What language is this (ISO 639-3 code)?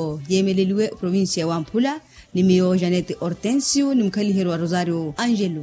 vmw